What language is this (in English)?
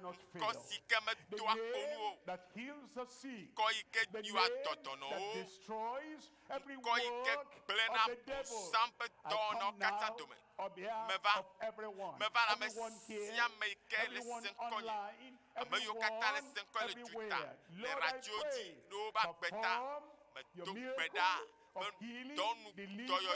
Ewe